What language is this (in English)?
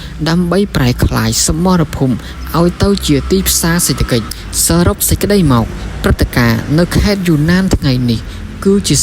Khmer